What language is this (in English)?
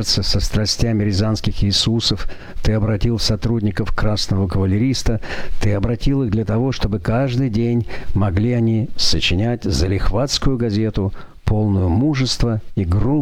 Russian